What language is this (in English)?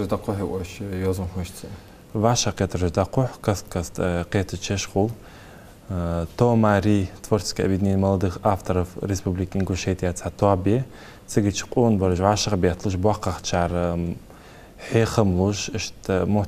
Ingush